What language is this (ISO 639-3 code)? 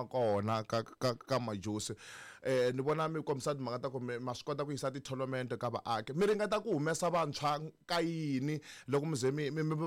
tso